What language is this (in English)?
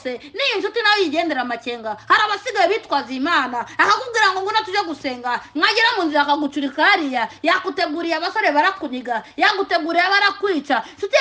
Kinyarwanda